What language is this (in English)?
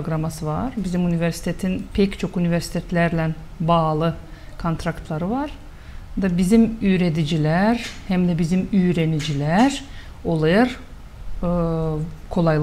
Gagauz